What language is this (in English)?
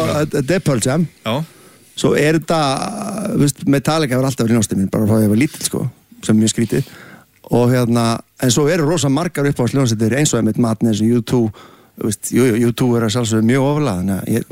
Icelandic